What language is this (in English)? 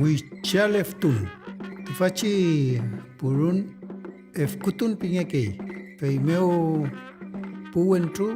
Mapuche